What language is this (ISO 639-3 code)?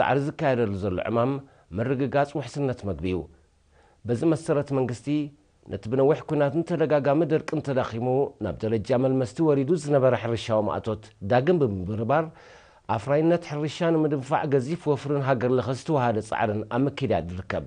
tir